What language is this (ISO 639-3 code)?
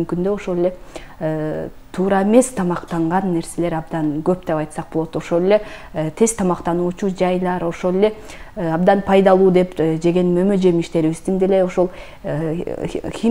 kir